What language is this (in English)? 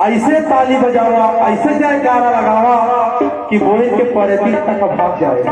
Chhattisgarhi